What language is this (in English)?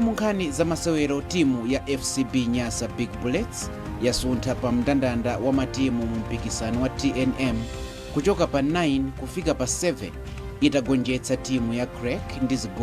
Nyanja